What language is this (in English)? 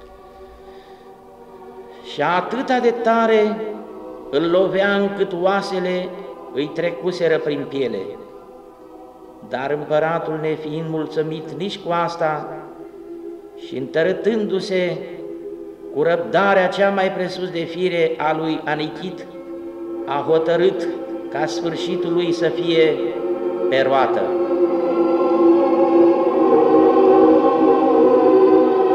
Romanian